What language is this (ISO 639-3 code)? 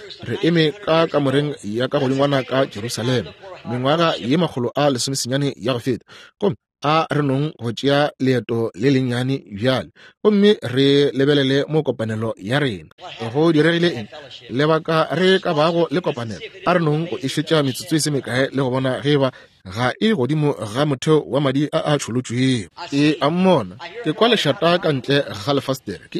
nso